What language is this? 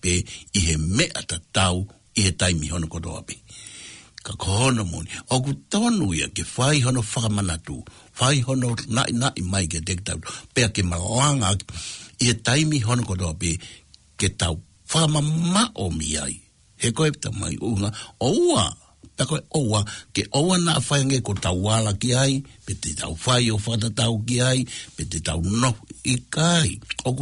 Tongan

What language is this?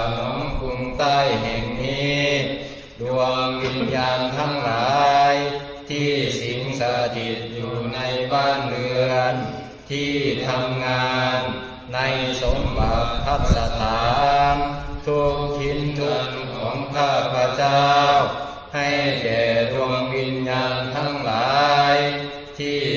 Pali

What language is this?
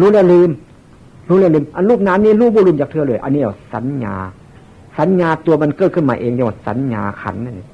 Northeastern Thai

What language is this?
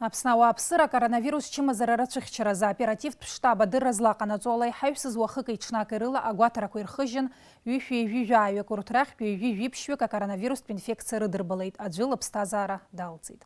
Abkhazian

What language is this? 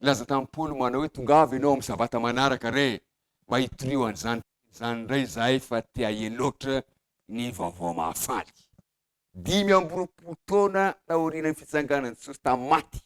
Malagasy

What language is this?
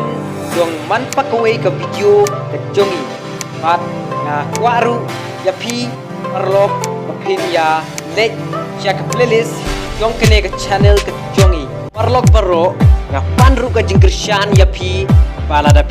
Khasi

